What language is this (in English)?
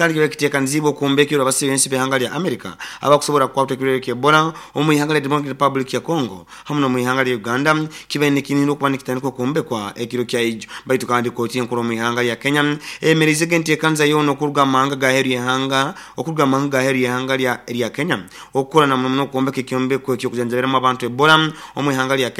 Nyoro